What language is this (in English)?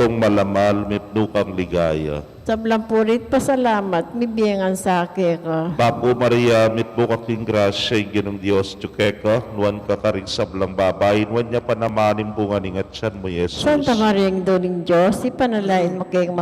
Pampanga